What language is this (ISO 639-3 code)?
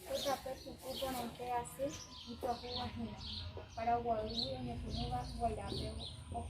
grn